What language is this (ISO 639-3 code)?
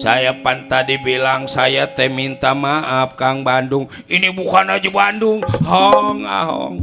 bew